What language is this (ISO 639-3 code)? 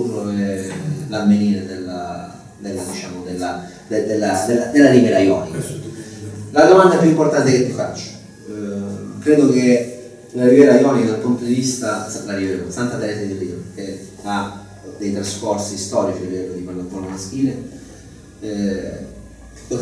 ita